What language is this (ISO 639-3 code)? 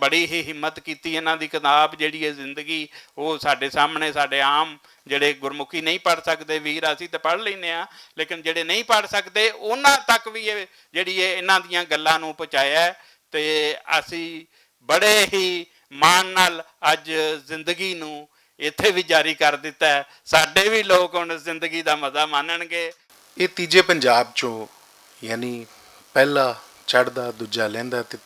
lah